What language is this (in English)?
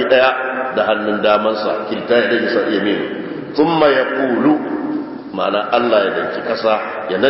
Hausa